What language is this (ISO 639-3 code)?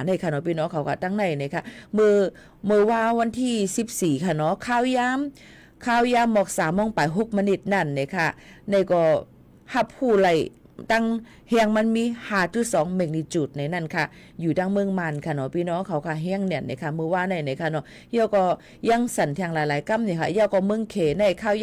shn